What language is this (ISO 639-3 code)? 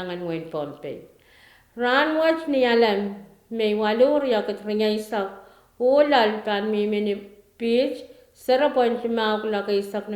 pon